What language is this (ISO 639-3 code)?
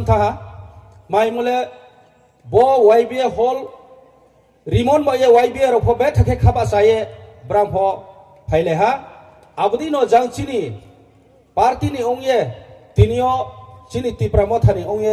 ria